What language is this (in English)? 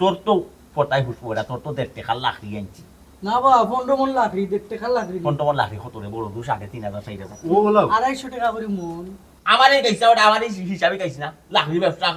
Sylheti